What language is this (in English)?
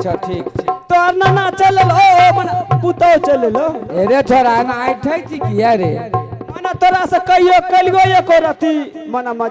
Maithili